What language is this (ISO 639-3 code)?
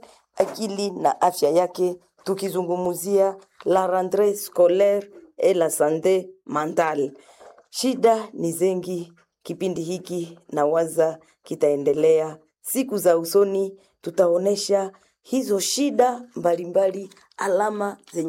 swa